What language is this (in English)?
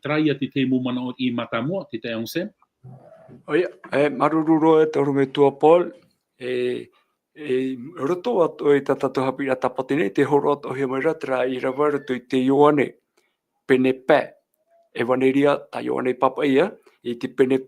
Tahitian